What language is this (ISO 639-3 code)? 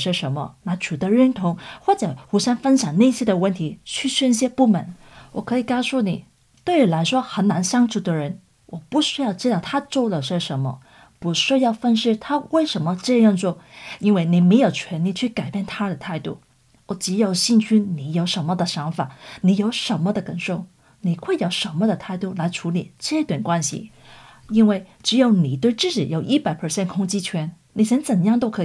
zho